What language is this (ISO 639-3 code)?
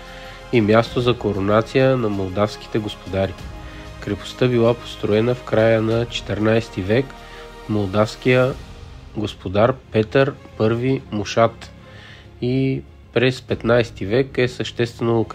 bul